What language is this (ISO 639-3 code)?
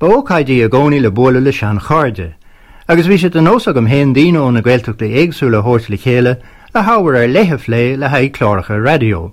gle